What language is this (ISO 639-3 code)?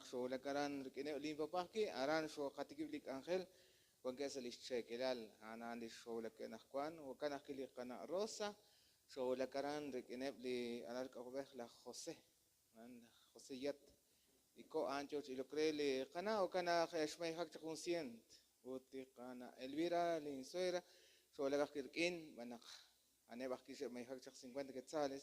kek